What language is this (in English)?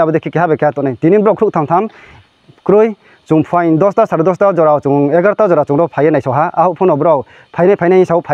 Kok Borok